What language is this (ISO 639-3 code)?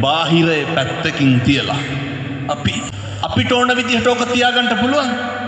sin